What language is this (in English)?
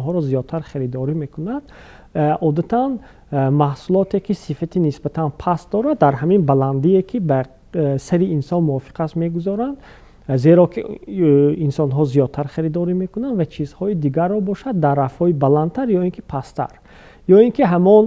Tajik